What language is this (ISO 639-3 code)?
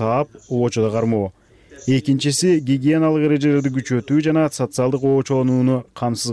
kir